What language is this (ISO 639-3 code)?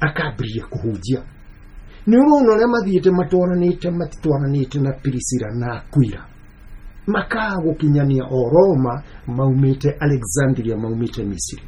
kik